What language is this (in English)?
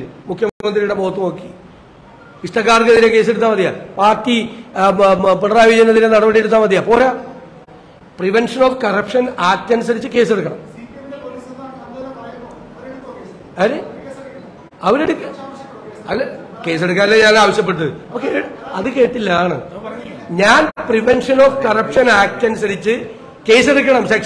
Malayalam